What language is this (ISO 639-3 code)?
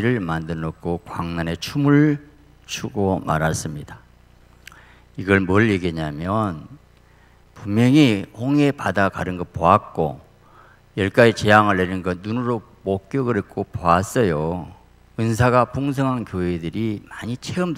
kor